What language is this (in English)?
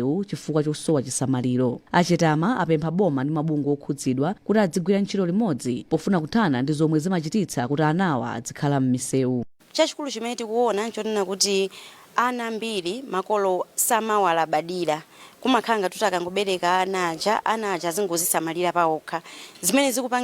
Nyanja